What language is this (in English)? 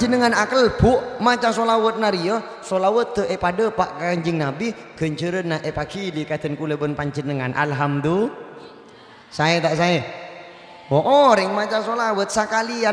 Madurese